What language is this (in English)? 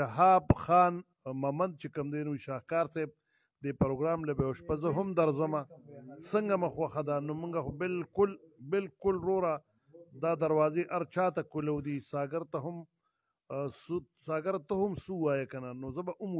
Pashto